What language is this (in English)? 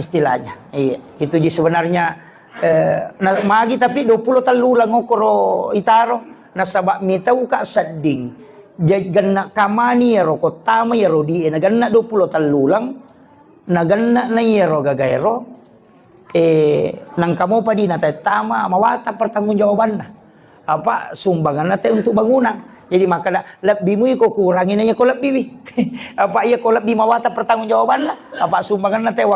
Buginese